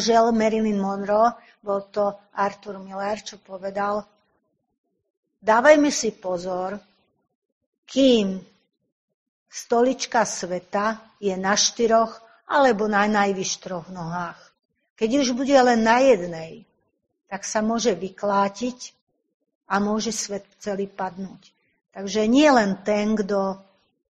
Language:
Slovak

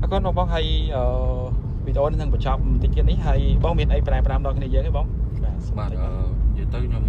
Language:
Khmer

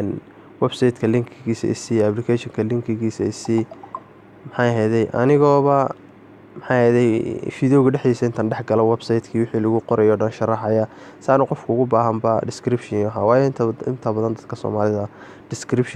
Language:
Somali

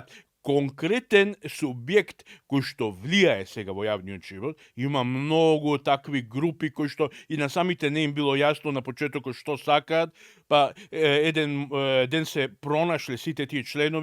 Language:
Macedonian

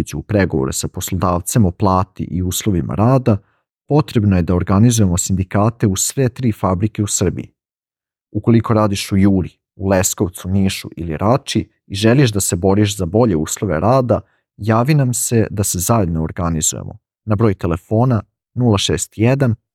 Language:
Serbian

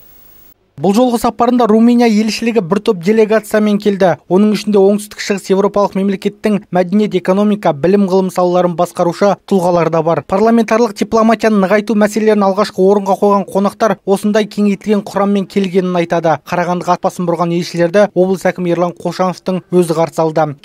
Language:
Kazakh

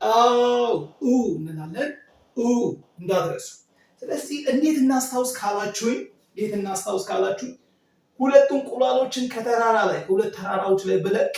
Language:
Amharic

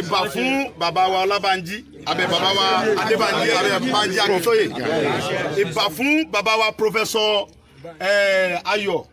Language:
Yoruba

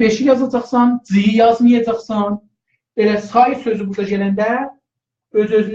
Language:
South Azerbaijani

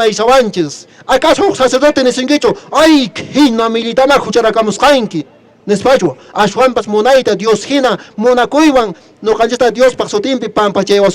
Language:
Quechua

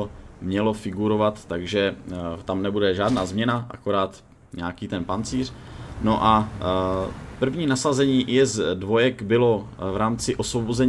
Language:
Czech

